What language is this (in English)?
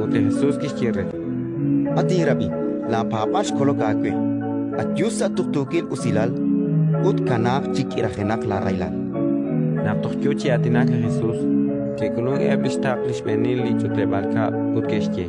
Kekchí